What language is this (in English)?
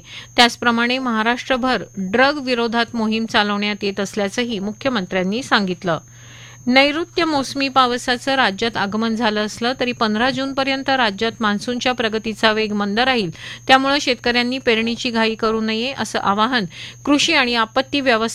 Marathi